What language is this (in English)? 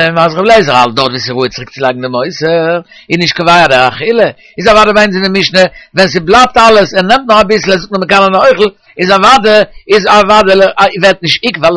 Yiddish